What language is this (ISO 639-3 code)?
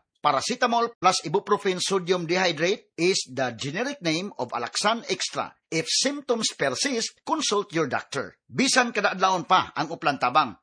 ceb